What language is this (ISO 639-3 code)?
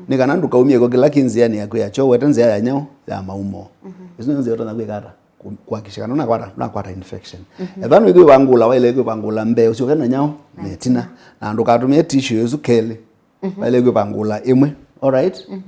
kam